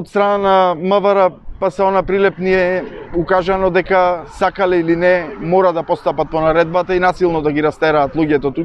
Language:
Macedonian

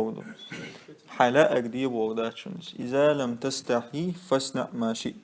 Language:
Chechen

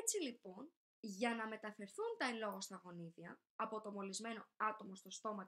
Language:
Greek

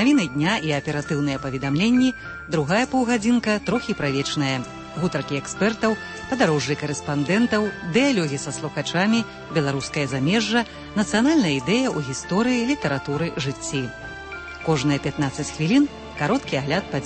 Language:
Belarusian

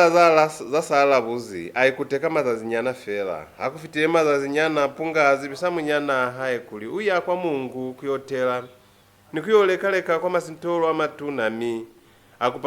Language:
Lozi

